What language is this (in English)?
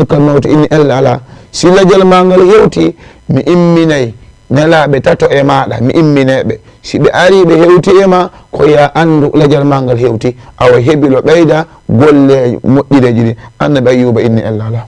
Fula